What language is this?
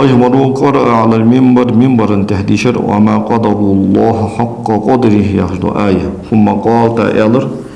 Ingush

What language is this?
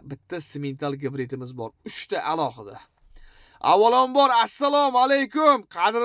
Uzbek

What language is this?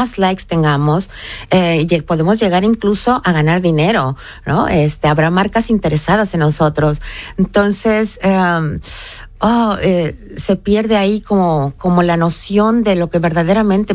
Spanish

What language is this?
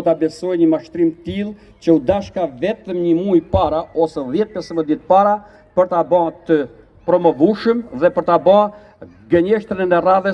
Albanian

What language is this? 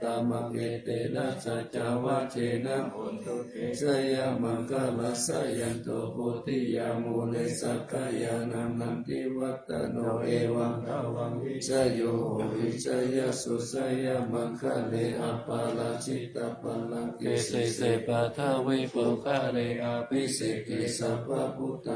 Pali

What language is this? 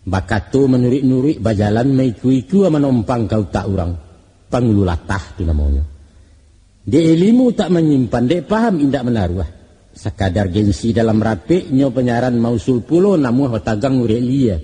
Minangkabau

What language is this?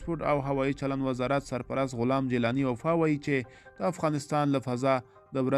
Pashto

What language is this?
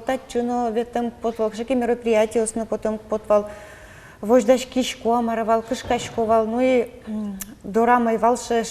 Udmurt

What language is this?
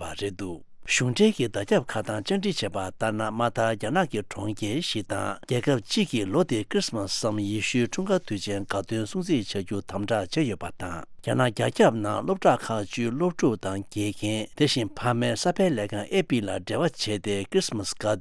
Tibetan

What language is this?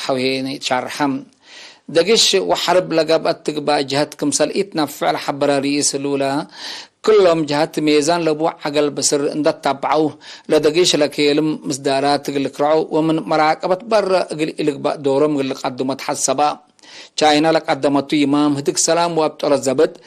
Tigre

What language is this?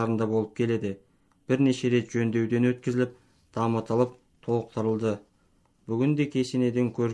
Kazakh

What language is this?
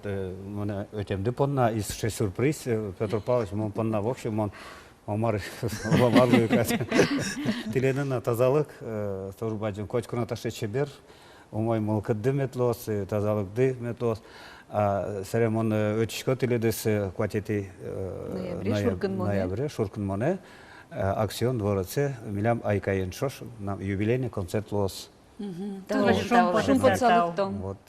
Udmurt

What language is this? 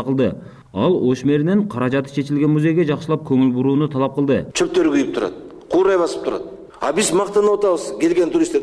Kyrgyz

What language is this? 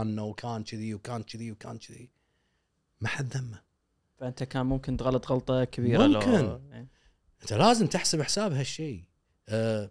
Gulf Arabic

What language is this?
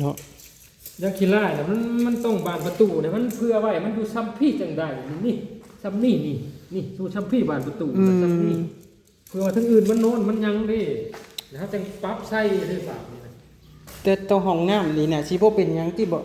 Northeastern Thai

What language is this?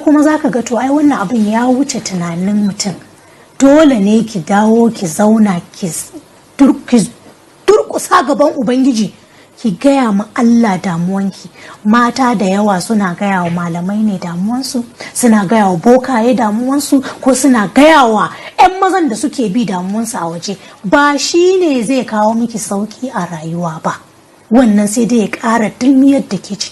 Hausa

